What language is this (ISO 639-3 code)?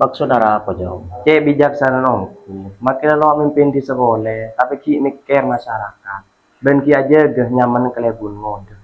mad